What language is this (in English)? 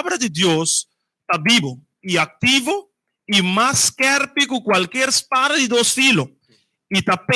Papiamento